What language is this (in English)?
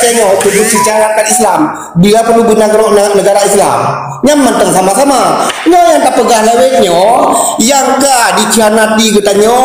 Achinese